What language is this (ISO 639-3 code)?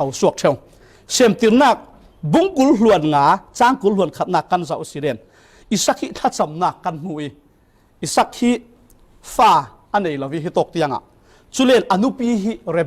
cfm